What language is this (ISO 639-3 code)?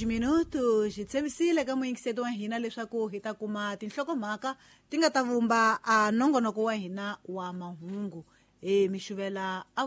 tso